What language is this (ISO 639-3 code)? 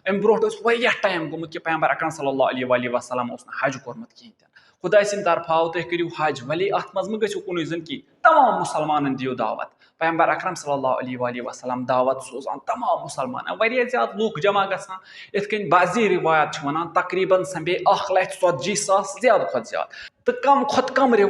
kas